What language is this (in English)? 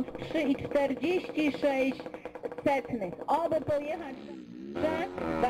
Polish